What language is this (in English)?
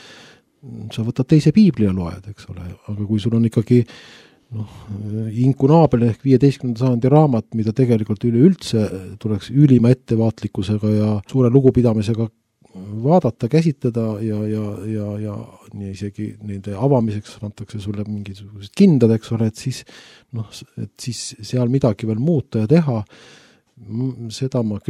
Estonian